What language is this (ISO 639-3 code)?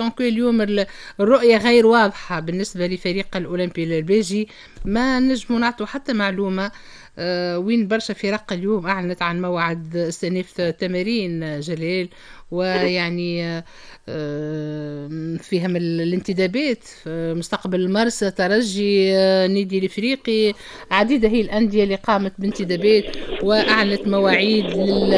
aeb